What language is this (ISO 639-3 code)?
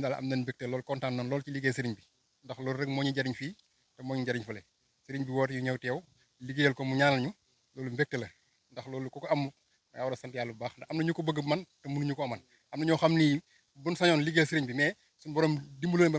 wol